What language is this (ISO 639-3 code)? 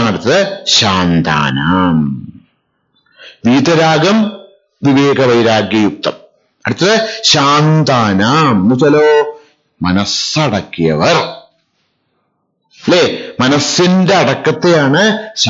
mal